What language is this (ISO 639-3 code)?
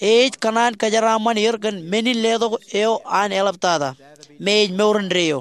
mah